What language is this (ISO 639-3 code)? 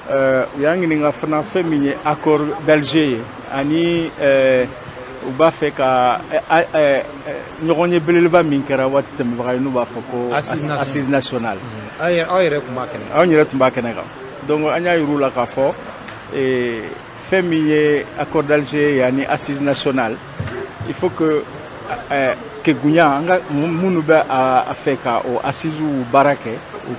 bam